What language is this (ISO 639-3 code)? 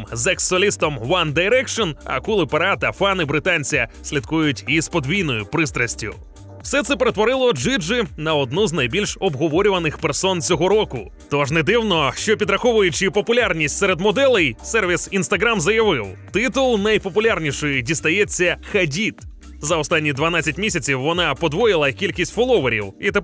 ukr